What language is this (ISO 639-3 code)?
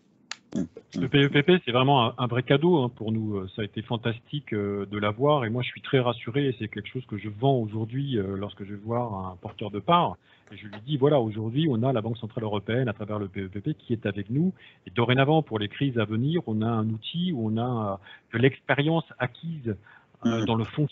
fra